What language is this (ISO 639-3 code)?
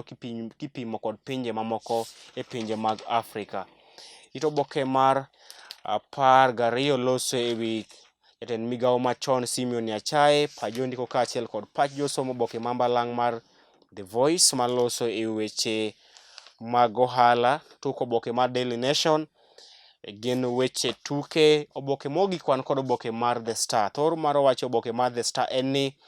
luo